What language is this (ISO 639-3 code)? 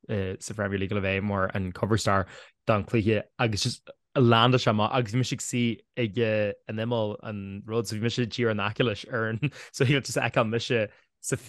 gle